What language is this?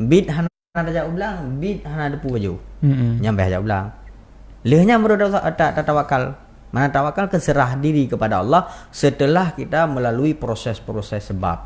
Achinese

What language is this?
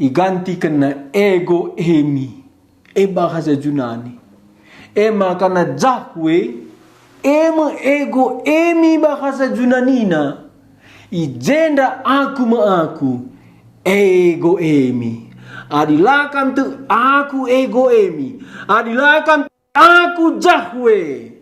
Batak Karo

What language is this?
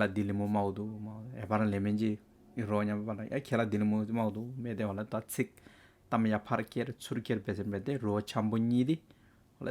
Hyolmo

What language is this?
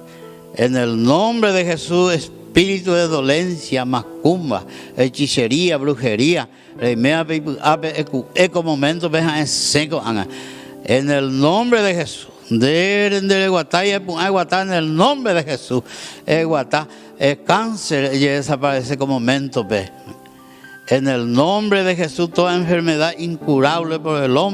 Guarani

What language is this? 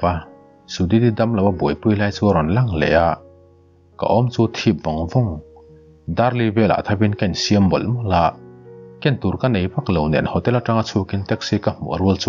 Mizo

